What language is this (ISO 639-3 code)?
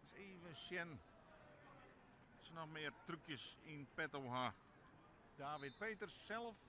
fry